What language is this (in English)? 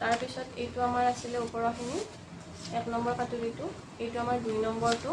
Assamese